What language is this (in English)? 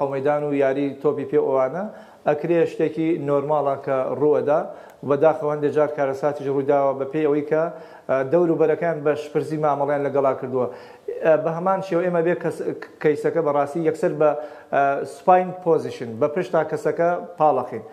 Central Kurdish